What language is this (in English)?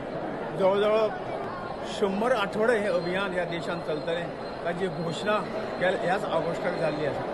Konkani